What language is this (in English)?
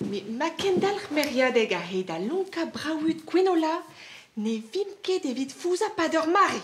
Breton